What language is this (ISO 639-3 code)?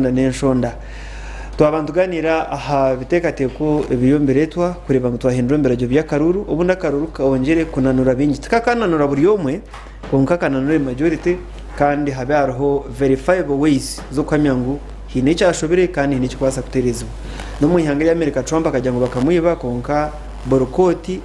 nyn